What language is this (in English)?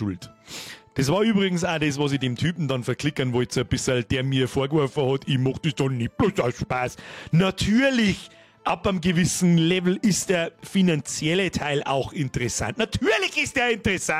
Bavarian